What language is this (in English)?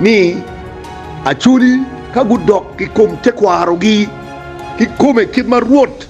Acoli